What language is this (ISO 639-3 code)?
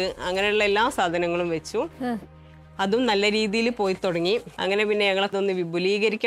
mal